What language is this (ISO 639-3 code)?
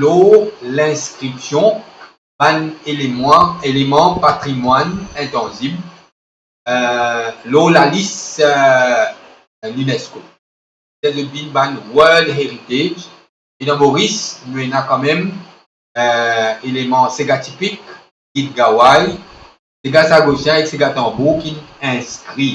mfe